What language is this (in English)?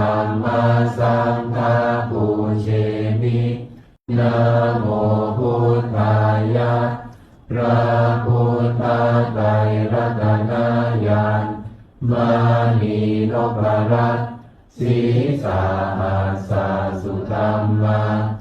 Pali